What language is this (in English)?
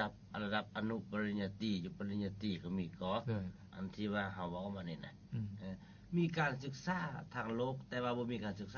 Lao